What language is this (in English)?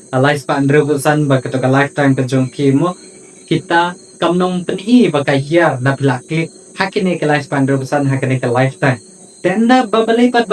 Khasi